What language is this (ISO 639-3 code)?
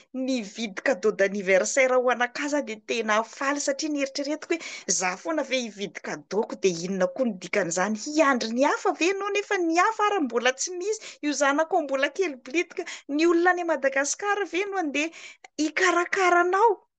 mlg